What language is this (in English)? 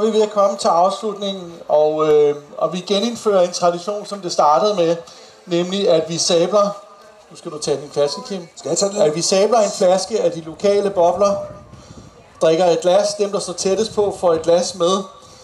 Danish